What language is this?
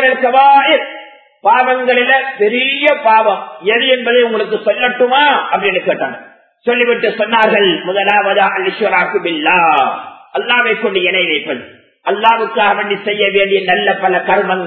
Tamil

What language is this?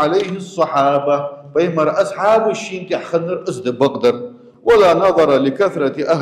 Ingush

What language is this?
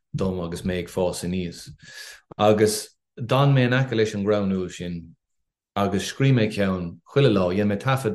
Irish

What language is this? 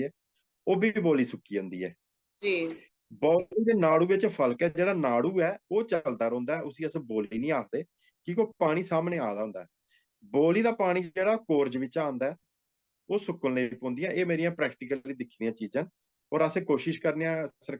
Dogri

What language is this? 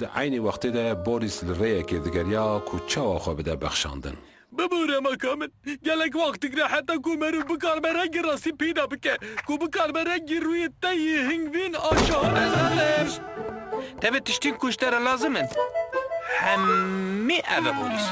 Kurdish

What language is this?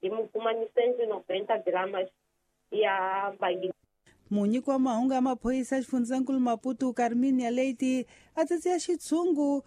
Tsonga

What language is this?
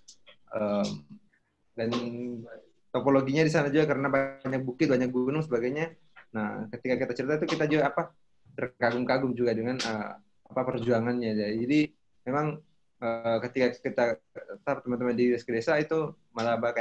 Indonesian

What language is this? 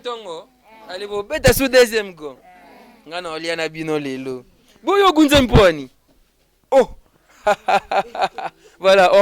Lingala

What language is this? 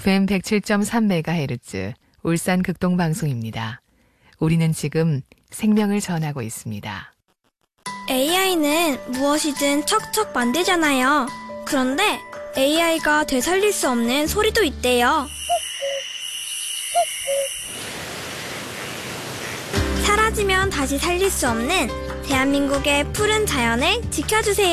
Korean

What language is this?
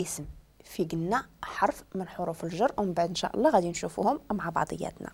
Moroccan Arabic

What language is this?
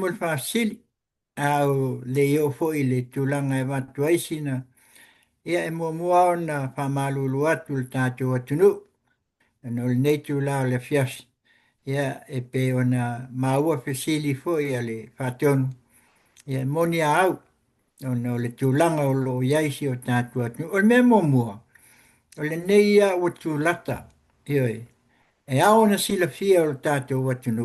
Samoan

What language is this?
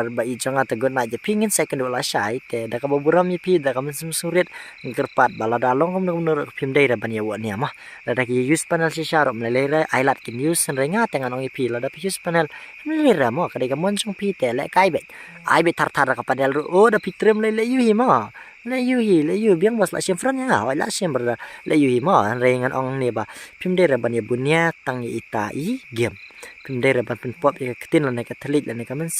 Khasi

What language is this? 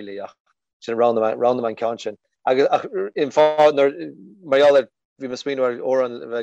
Irish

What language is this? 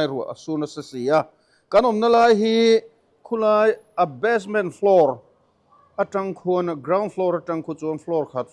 Mizo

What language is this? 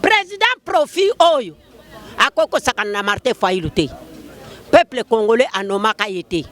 Lingala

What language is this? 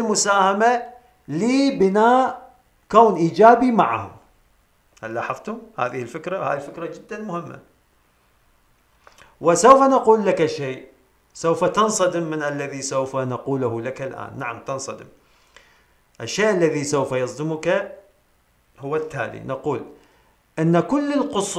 Arabic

